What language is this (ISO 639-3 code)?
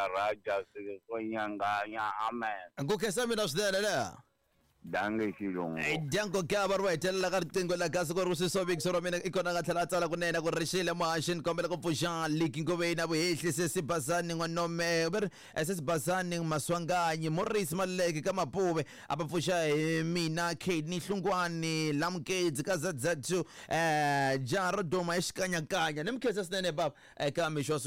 tso